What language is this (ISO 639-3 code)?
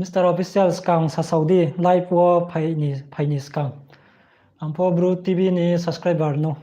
ria